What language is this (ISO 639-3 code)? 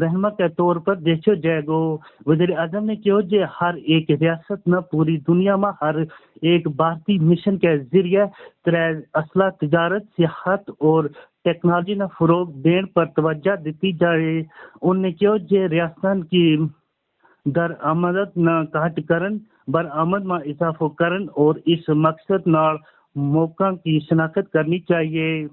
gju